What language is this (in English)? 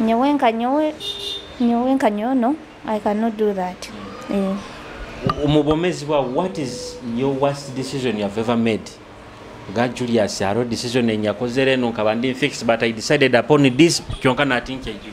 Nyoro